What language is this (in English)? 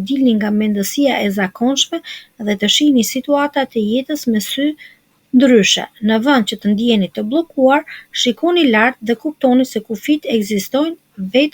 Albanian